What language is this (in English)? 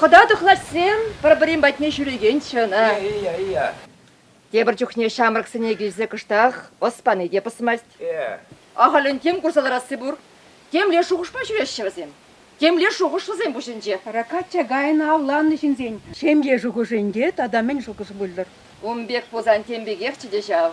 Chuvash